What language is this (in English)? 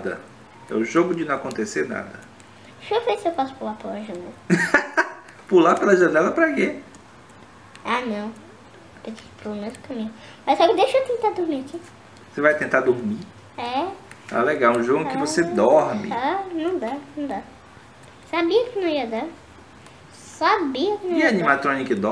Portuguese